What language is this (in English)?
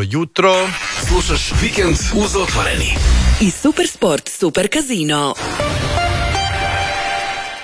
Croatian